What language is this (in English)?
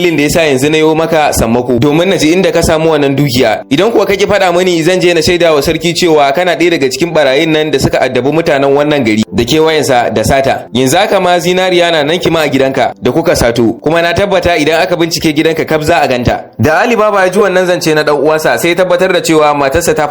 Hausa